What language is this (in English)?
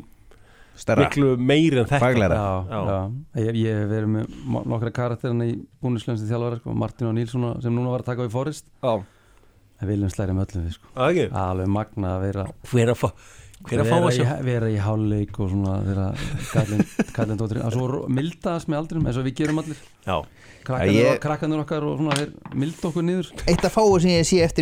Icelandic